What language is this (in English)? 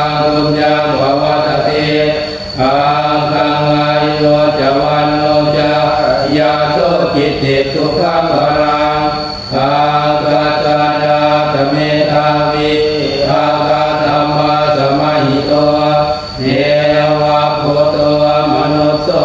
Pali